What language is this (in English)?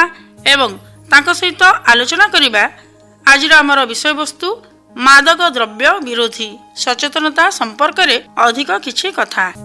Odia